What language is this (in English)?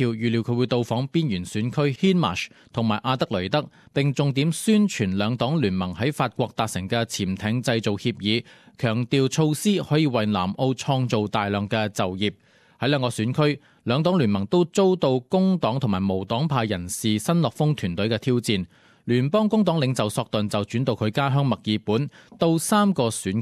Cantonese